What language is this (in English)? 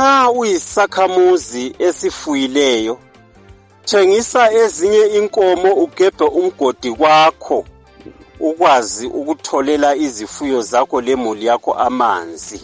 North Ndebele